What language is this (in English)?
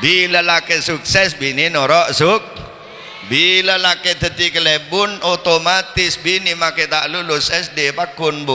Madurese